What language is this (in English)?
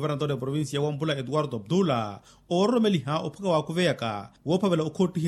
Makhuwa